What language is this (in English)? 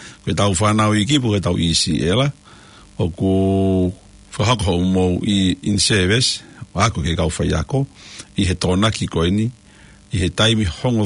Tongan